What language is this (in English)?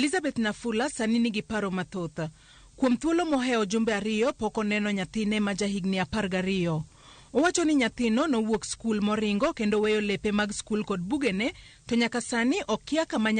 Luo (Kenya and Tanzania)